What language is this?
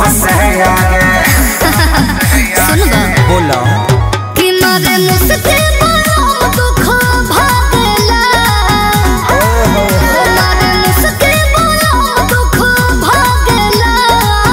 Bhojpuri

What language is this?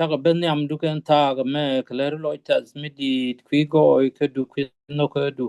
Nuer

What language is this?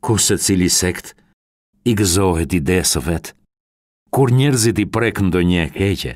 Albanian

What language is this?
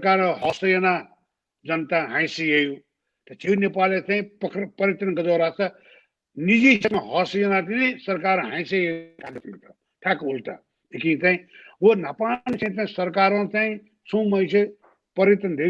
Newari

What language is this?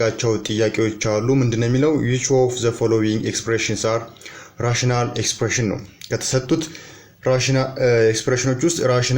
Amharic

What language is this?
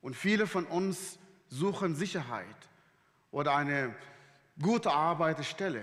Swiss German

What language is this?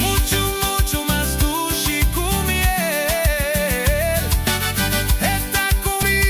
Papiamento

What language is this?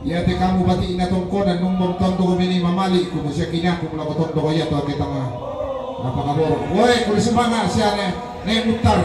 Toraja-Sa'dan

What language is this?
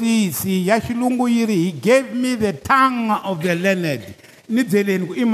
Tsonga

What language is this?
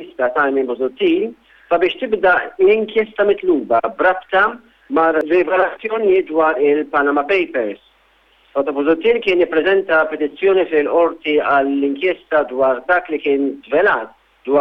Maltese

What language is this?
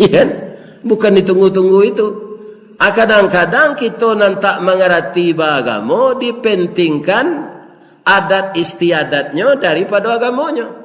Minangkabau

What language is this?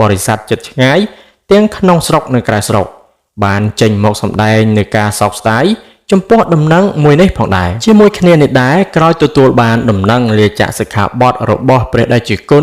Khmer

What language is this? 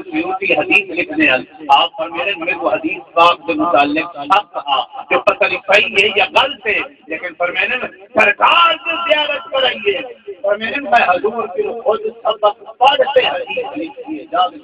Saraiki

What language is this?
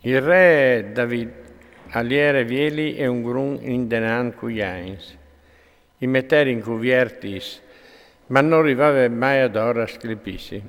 Friulian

